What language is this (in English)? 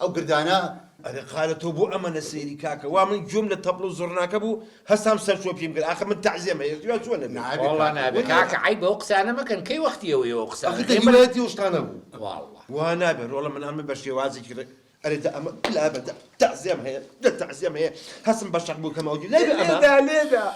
Central Kurdish